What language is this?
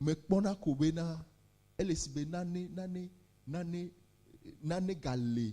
Ewe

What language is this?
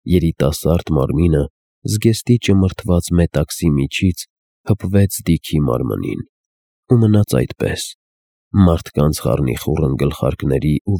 Armenian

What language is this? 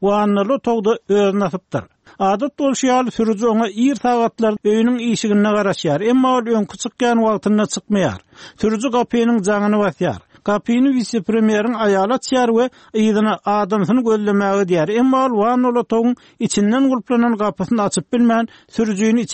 Turkmen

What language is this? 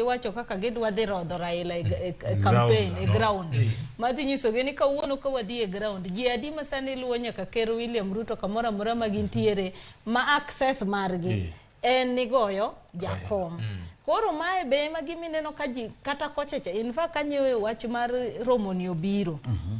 Luo (Kenya and Tanzania)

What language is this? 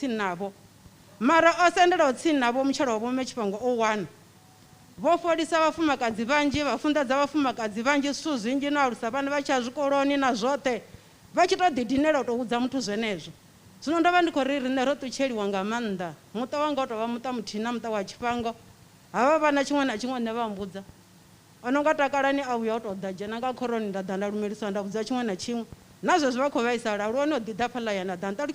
Venda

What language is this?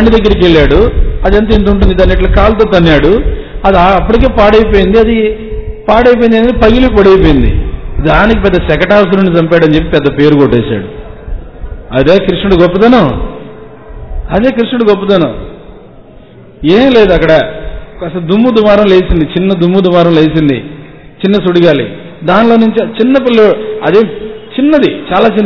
Telugu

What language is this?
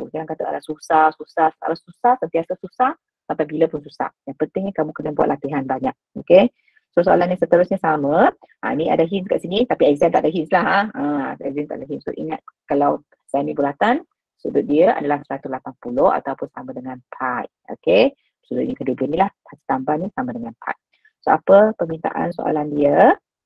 Malay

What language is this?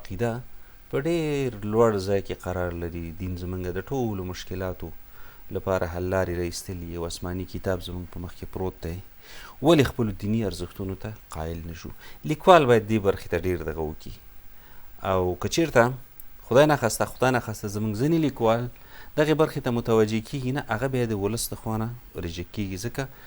Pashto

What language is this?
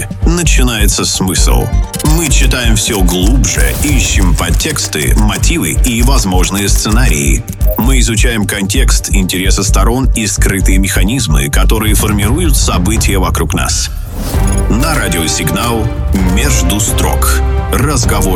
Russian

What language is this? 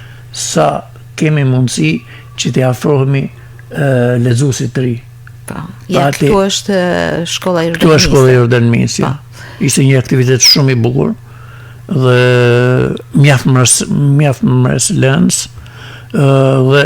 Albanian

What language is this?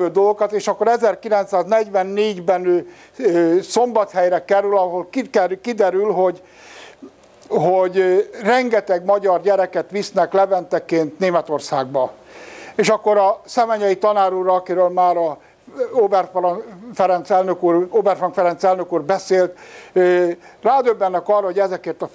Hungarian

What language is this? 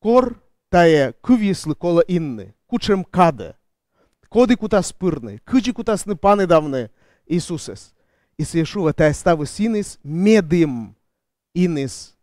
Komi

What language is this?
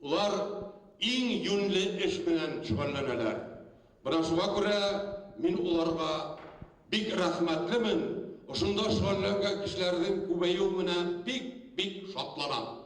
Bashkir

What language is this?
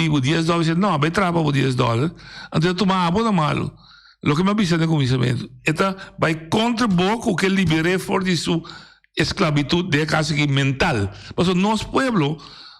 Papiamento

